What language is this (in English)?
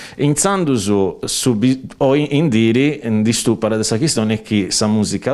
Sardinian